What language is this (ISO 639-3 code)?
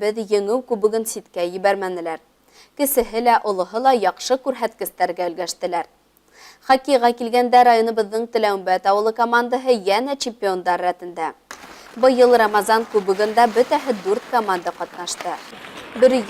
bak